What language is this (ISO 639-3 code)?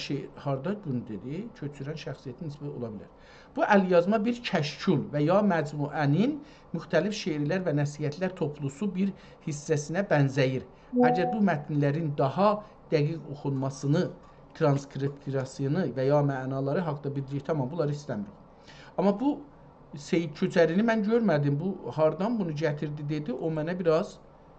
azb